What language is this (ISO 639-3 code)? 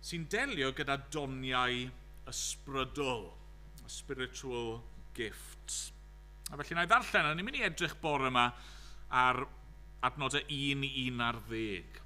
cym